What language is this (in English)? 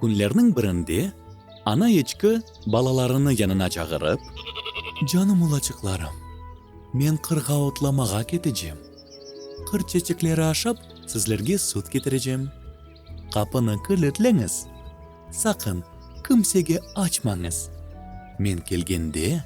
Crimean Tatar